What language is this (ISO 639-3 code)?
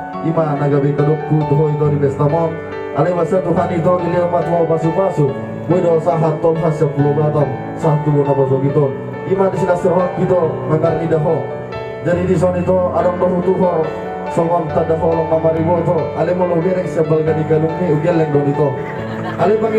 bbc